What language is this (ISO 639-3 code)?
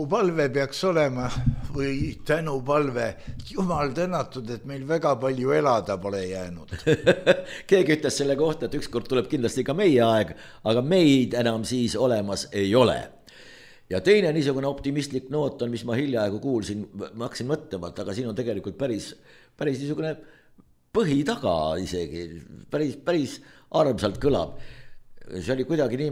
est